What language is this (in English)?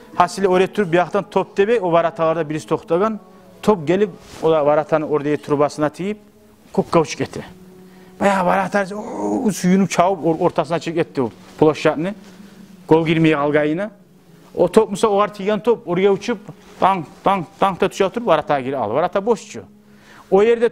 Kumyk